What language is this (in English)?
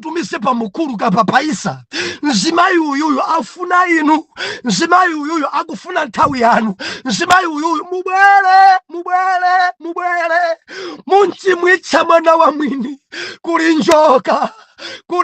Nyanja